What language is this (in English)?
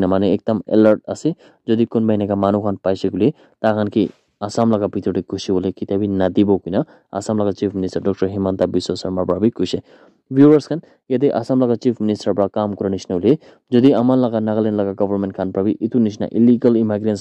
Naga Pidgin